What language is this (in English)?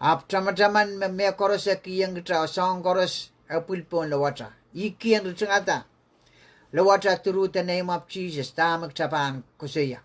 Pohnpeian